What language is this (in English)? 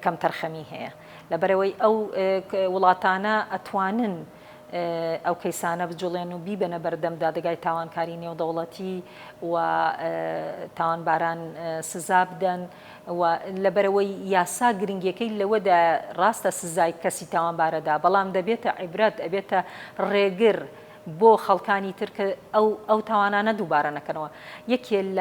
Central Kurdish